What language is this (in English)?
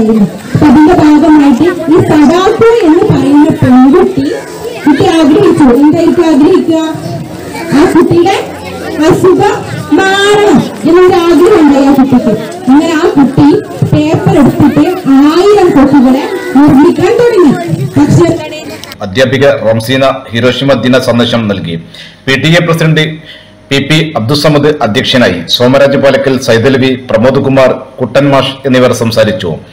Malayalam